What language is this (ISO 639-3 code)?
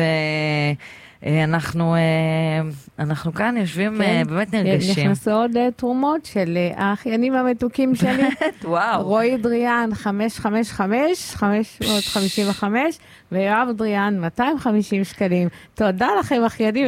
heb